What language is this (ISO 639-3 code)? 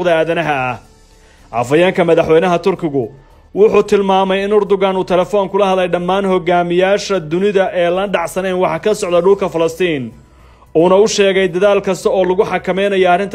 som